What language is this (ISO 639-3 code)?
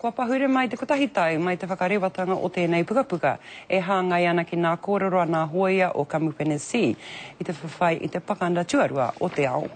mri